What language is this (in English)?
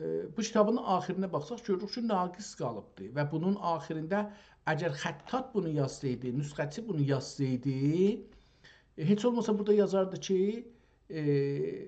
South Azerbaijani